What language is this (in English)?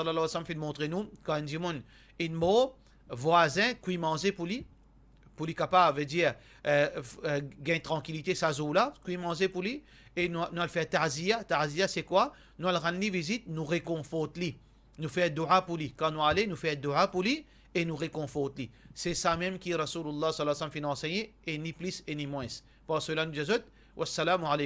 Morisyen